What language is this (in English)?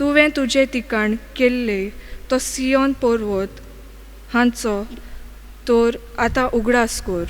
Konkani